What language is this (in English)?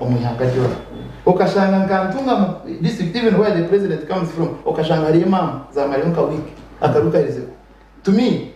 Nyankole